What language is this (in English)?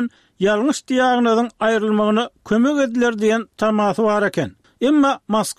Turkmen